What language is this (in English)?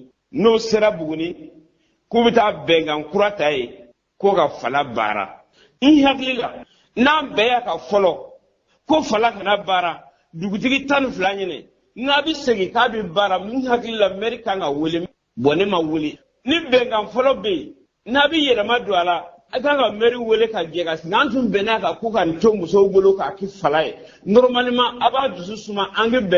Bambara